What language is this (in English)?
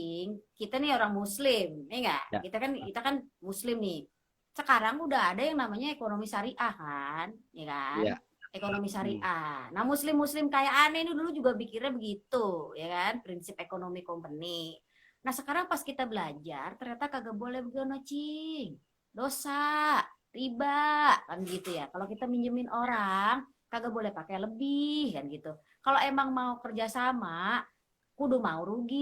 Betawi